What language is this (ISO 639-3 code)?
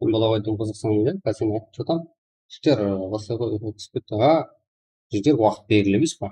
kaa